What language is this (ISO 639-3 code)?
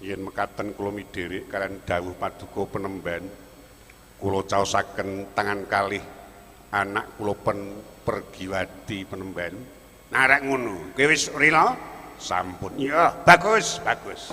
jav